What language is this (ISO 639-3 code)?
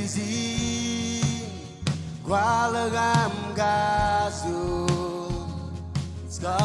mah